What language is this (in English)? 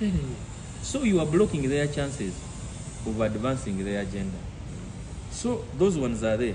Ganda